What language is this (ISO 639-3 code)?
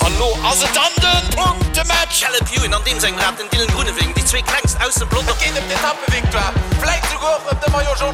ltz